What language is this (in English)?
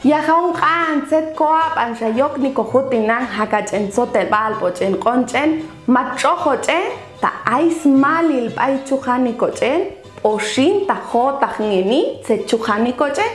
Popti'